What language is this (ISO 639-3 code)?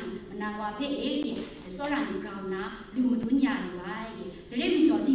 kac